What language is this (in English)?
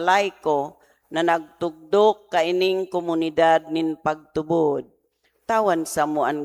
Bikol